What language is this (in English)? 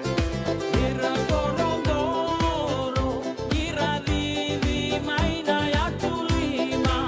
Fijian